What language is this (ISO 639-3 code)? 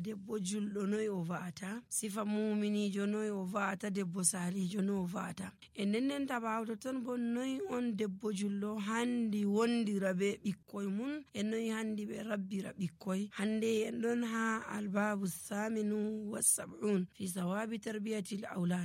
fuv